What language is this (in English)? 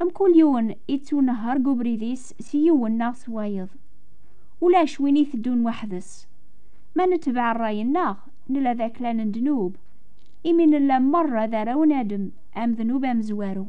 Kabyle